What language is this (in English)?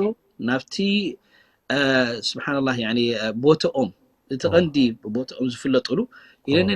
Tigrinya